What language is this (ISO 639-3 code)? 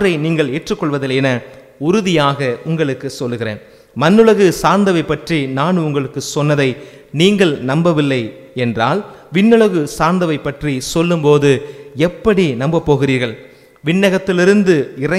tam